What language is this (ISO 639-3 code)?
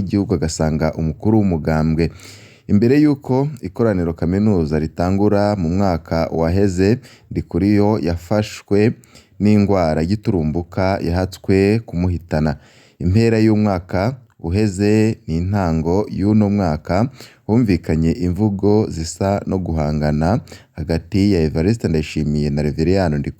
run